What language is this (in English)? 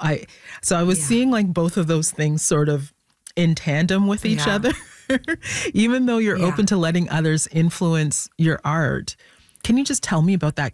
English